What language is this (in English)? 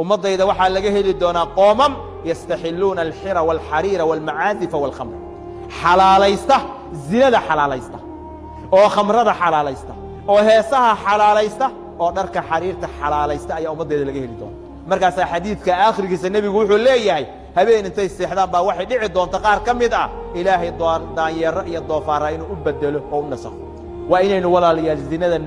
Somali